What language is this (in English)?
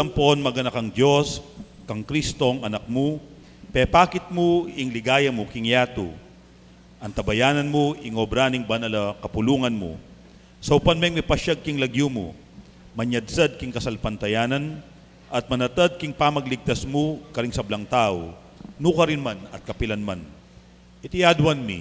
Pampanga